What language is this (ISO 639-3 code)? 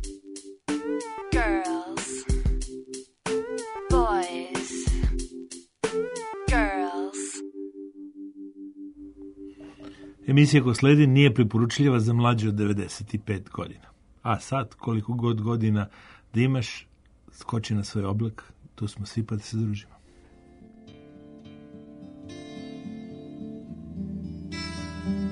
srp